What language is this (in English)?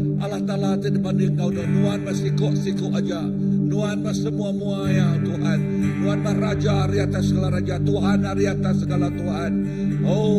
Iban